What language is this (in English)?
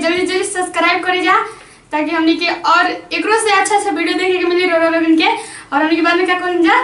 Bhojpuri